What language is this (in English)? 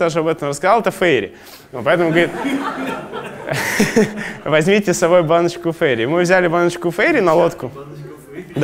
Russian